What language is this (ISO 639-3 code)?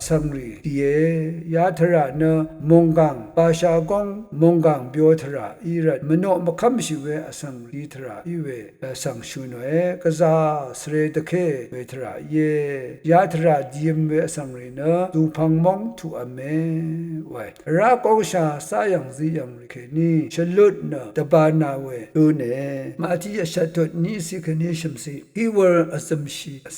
raw